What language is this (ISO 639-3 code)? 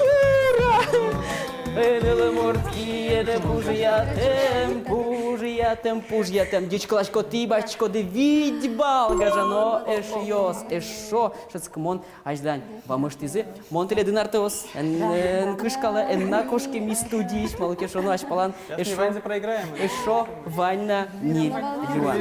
udm